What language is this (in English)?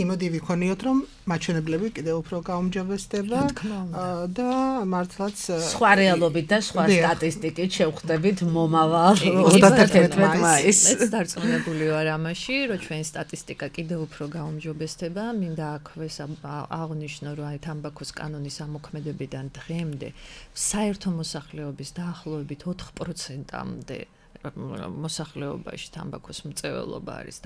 Georgian